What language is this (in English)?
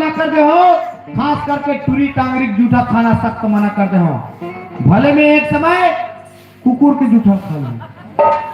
Chhattisgarhi